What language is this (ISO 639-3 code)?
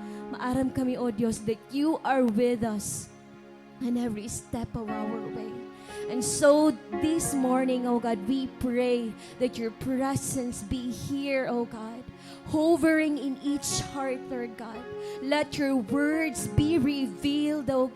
war